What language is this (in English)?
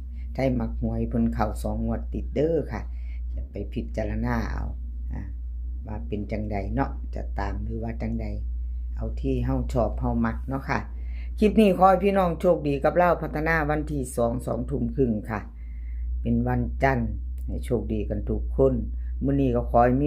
Northeastern Thai